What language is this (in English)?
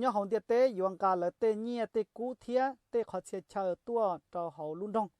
Hmong